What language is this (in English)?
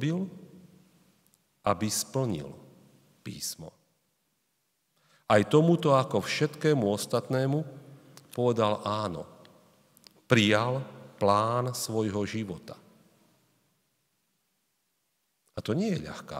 Slovak